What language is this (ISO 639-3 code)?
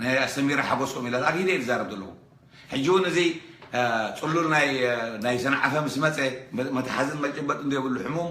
tir